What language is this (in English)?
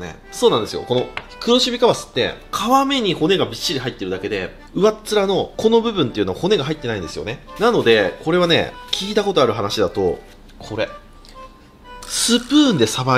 Japanese